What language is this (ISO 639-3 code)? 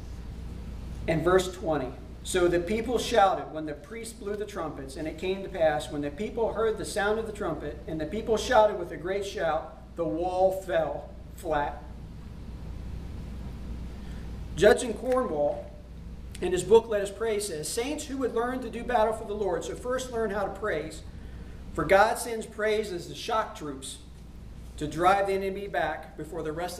eng